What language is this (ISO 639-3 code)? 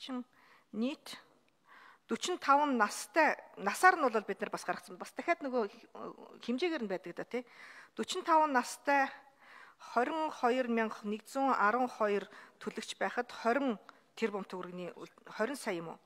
mon